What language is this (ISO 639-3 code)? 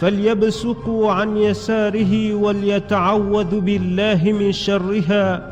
zdj